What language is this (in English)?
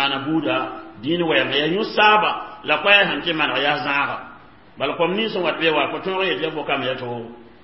Mossi